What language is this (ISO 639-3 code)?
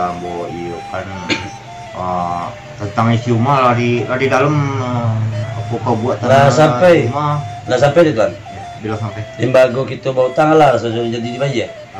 min